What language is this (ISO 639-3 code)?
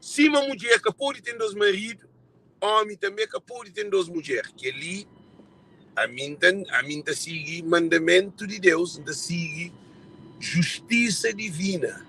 kea